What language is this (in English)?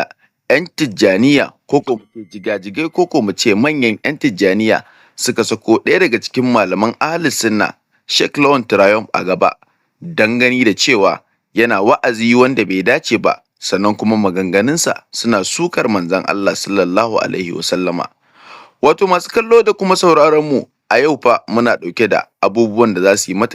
Hausa